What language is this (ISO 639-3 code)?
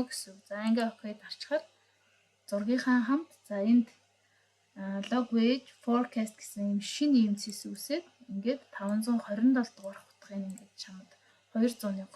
mon